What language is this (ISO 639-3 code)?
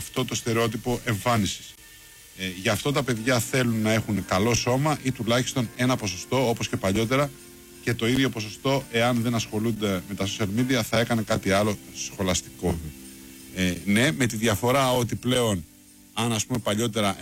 ell